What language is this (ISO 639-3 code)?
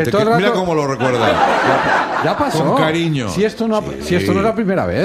spa